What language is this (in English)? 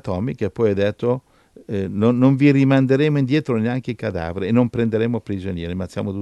Italian